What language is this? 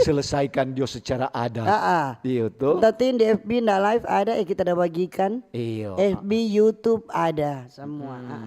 Manado Malay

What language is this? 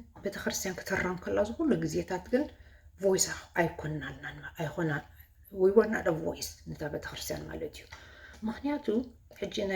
Tigrinya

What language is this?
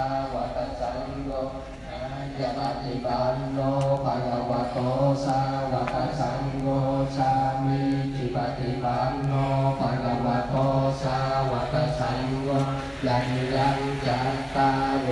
Pali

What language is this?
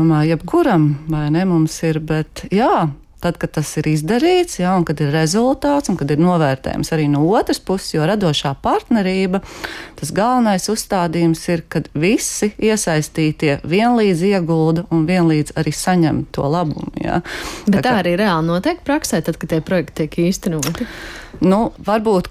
Latvian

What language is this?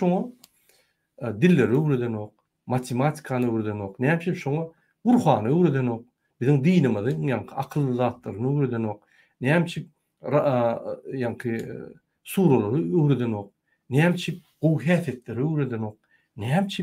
Turkmen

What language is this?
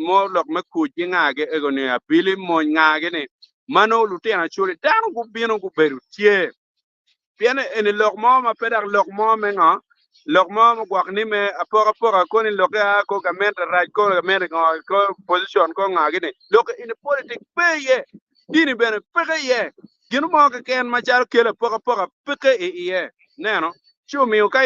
Acoli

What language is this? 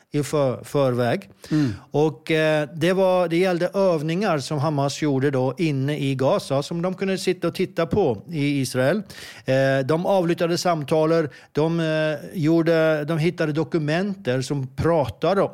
Swedish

